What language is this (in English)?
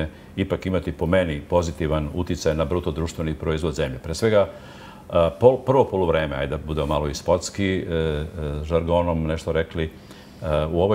Serbian